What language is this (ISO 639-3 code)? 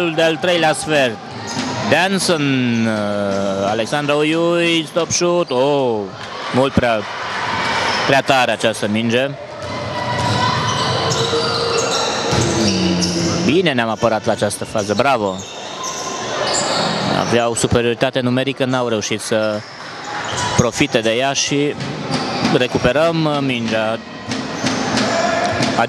ron